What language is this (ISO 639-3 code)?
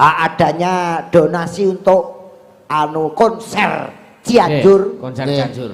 jav